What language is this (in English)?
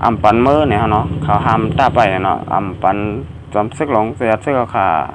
Shan